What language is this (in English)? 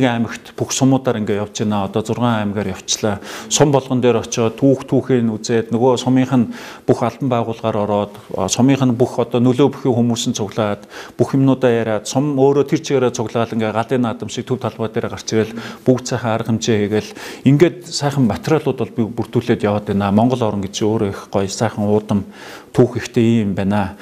Mongolian